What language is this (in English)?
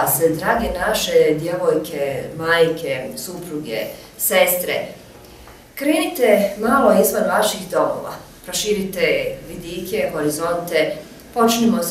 Bosnian